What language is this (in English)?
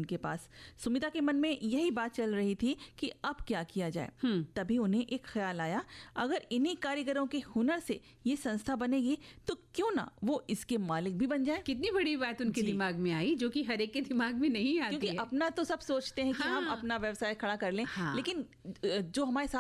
Hindi